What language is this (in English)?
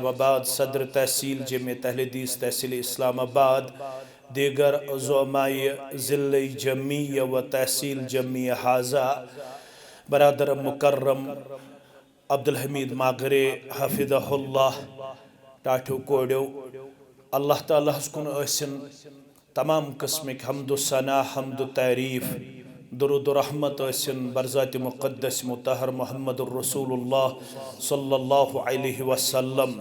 Kashmiri